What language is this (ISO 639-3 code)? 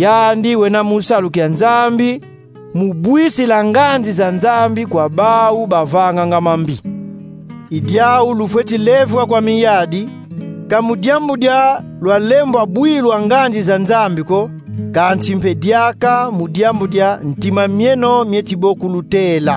kon